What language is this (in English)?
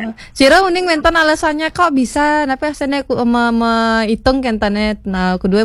Balinese